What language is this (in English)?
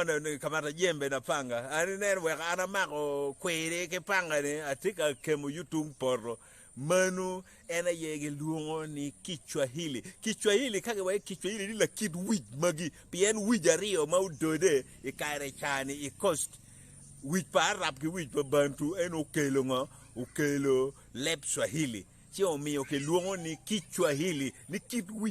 Acoli